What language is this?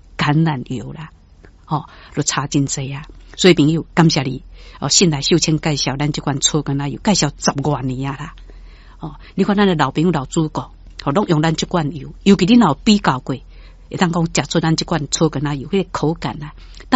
Min Nan Chinese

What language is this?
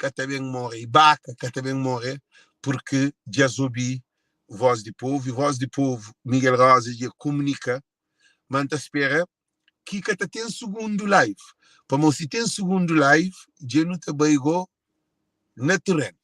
Kabuverdianu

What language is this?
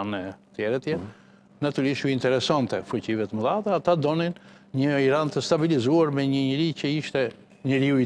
Albanian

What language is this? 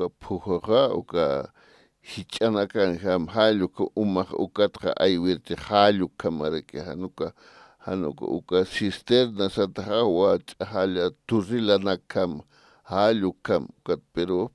Aymara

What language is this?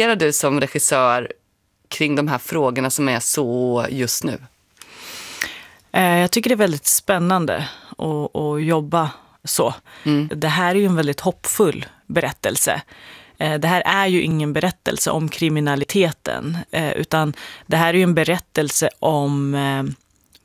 Swedish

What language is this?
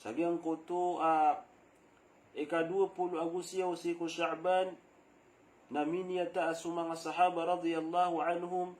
Maranao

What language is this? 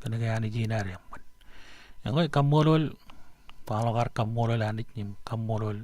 Marshallese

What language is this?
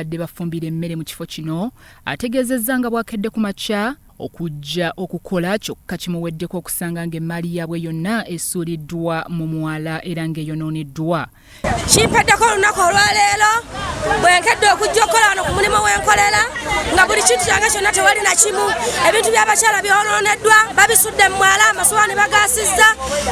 Ganda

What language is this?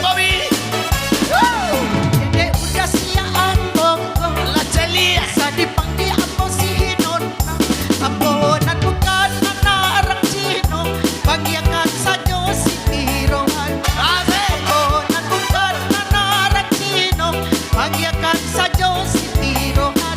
Minangkabau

